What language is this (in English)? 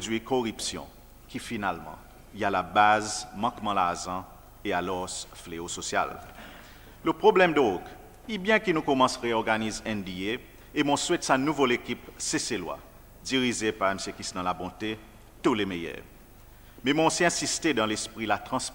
Seselwa Creole French